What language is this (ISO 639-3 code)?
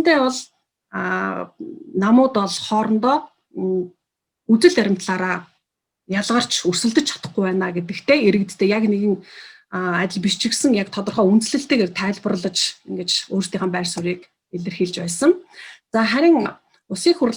mon